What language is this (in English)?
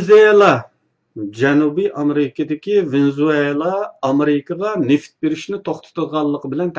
Uyghur